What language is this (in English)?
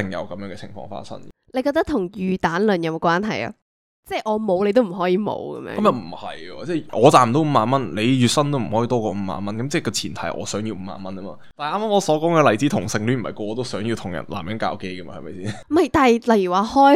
Cantonese